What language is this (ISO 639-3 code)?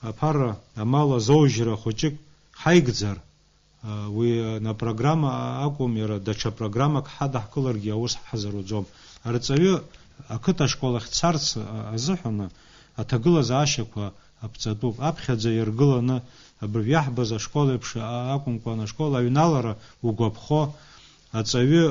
abk